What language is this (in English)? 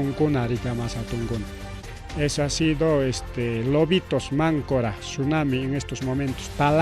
Ayacucho Quechua